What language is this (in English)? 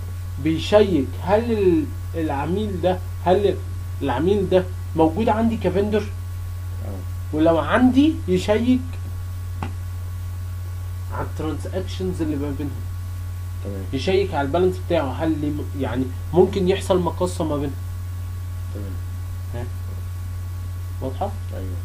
Egyptian Arabic